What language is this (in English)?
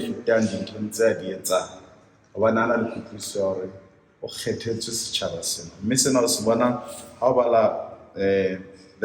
Southern Sotho